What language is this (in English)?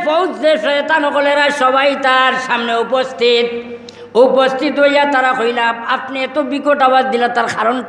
Sylheti